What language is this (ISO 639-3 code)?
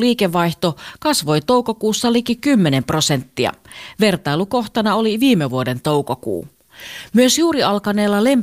fin